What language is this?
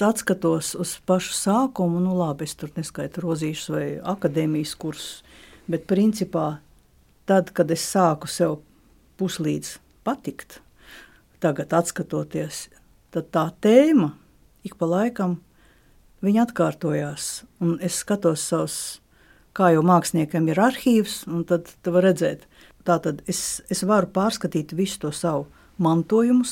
Latvian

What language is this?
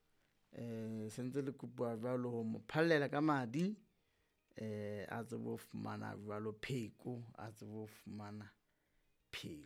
Southern Sotho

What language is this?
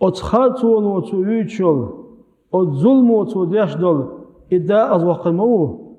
Chechen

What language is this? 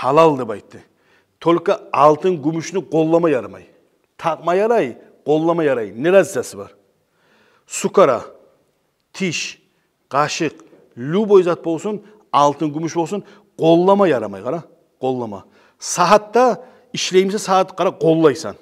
Kumyk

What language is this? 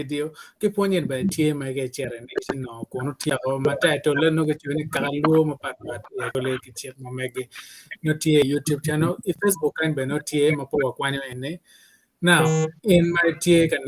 Acoli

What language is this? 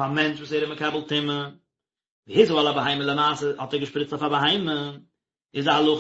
Yiddish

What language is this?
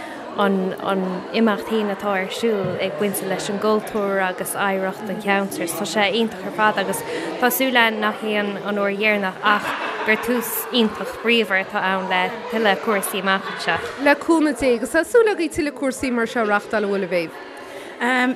Irish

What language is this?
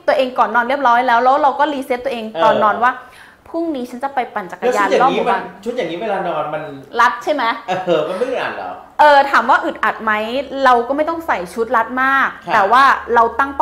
Thai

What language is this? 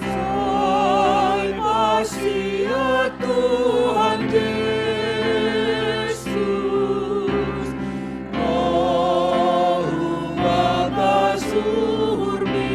Batak Simalungun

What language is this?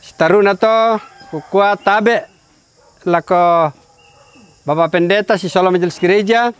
Toraja-Sa'dan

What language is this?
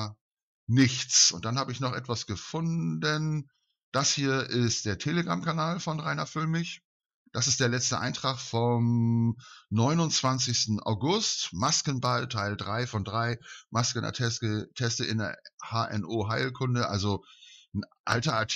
German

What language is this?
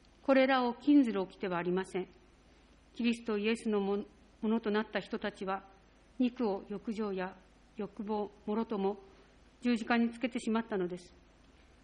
Japanese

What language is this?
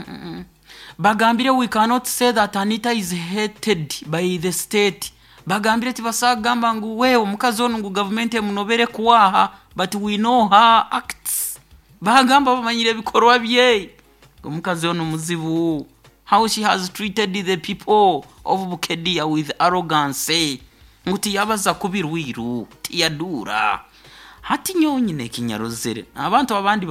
Nyoro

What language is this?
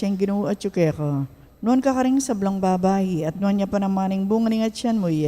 Pampanga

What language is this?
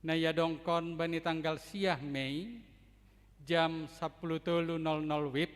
Batak Simalungun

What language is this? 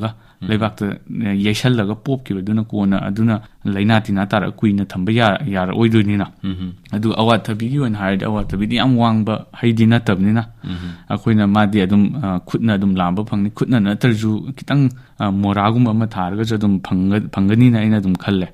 Manipuri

